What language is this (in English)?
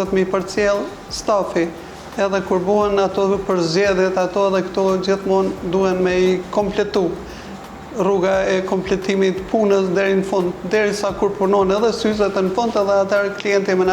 Albanian